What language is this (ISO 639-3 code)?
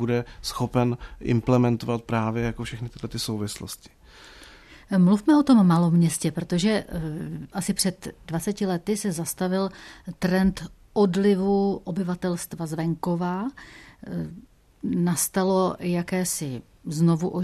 ces